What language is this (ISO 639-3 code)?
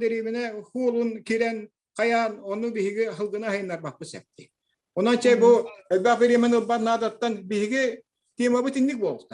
sah